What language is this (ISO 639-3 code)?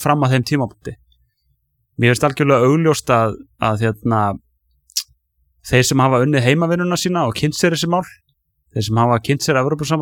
isl